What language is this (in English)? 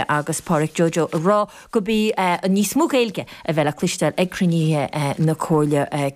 Irish